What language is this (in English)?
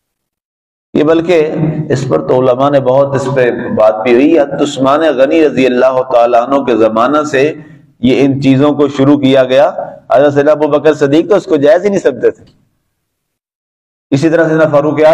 Urdu